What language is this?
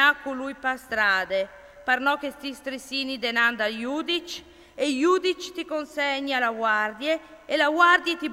Friulian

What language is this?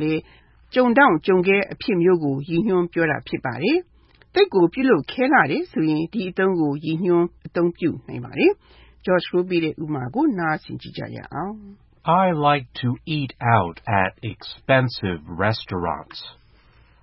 Burmese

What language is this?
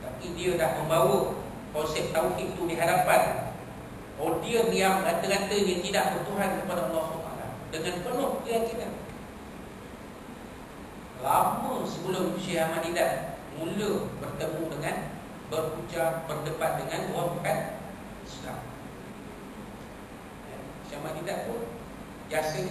Malay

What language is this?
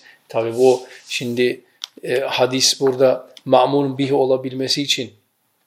Turkish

